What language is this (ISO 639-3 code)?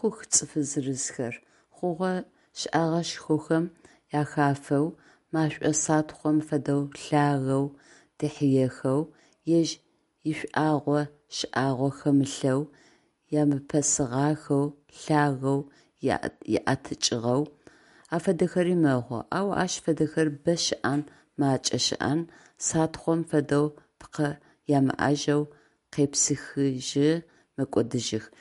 ady